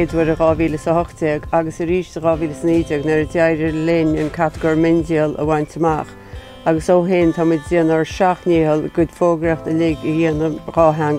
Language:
Irish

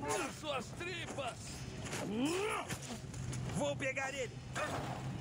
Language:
Portuguese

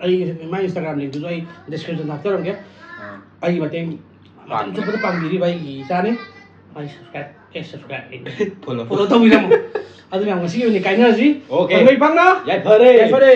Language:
Manipuri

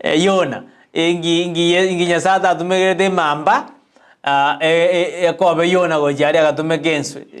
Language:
Gusii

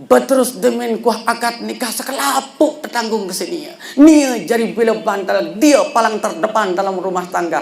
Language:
Sasak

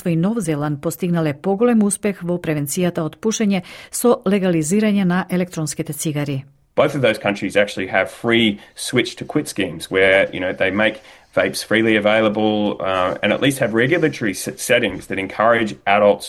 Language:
Macedonian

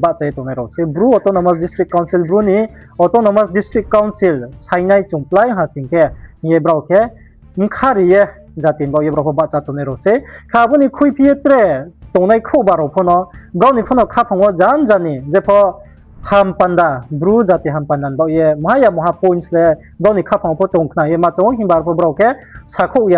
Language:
Riang (India)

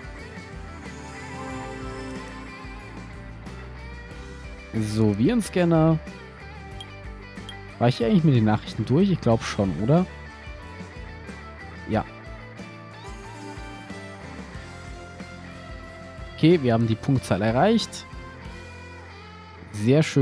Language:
German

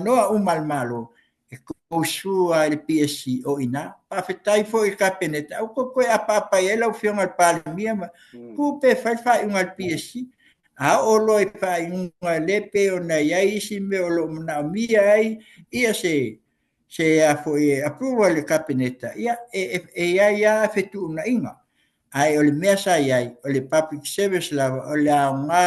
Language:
Samoan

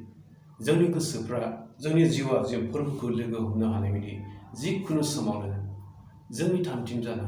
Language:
Bodo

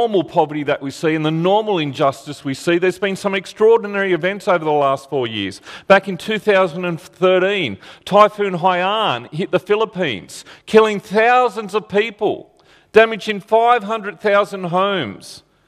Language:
English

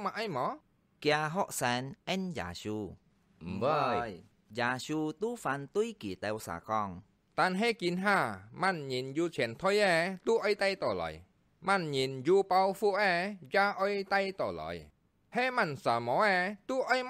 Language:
Hakka Chinese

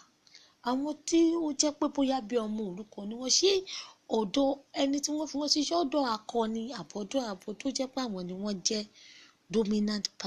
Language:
Yoruba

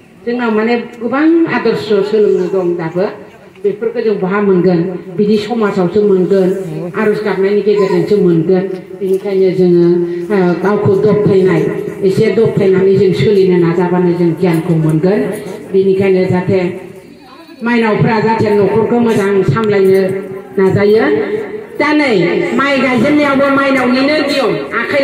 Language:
Bodo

